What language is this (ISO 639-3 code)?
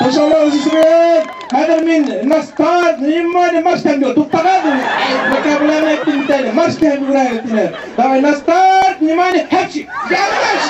bak